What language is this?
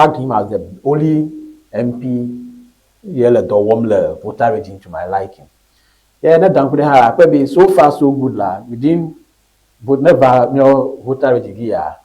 Ewe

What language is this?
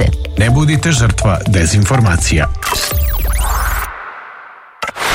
Serbian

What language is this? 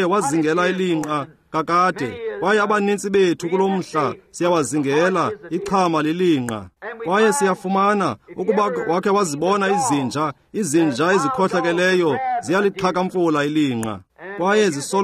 Xhosa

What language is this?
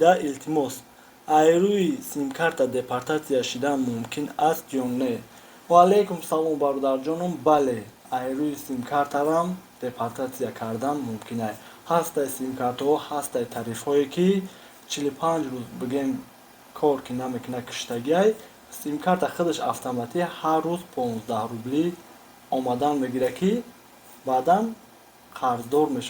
Tajik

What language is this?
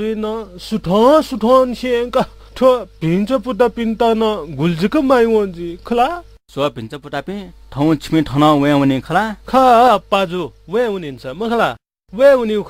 Newari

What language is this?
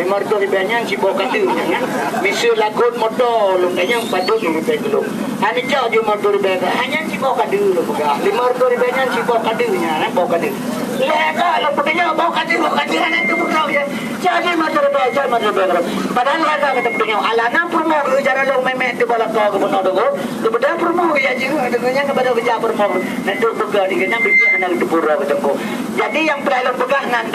Achinese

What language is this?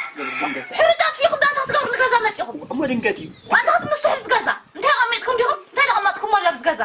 Tigrinya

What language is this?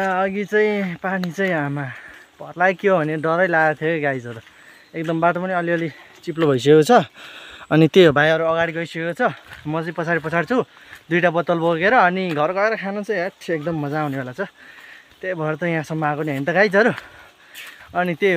Nepali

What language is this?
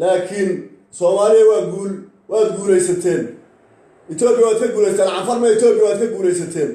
Somali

